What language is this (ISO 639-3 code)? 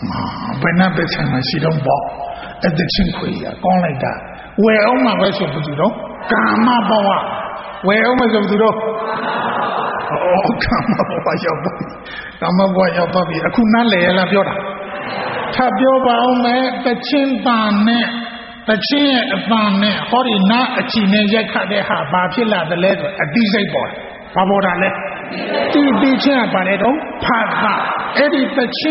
mya